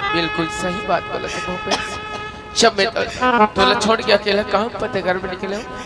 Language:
Chhattisgarhi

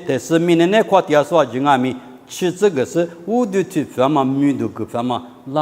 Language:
Lisu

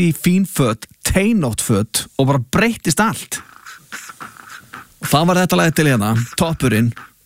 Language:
Icelandic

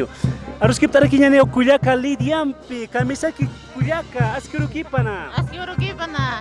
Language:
Aymara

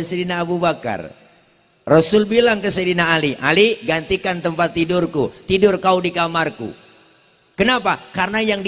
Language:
Betawi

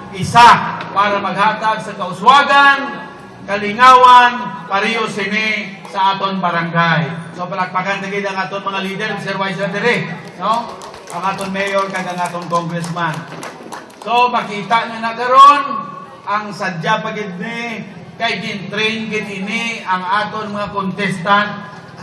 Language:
Hiligaynon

